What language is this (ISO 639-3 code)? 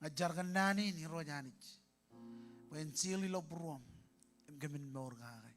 mah